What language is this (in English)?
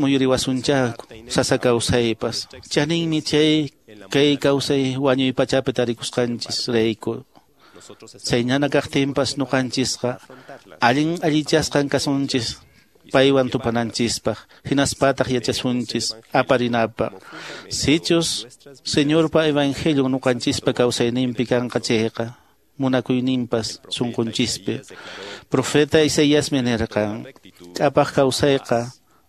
Quechua